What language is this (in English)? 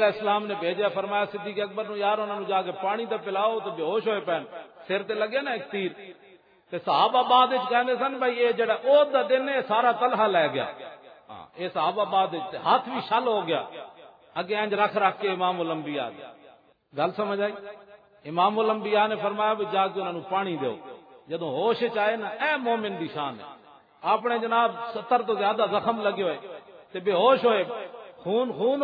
Western Panjabi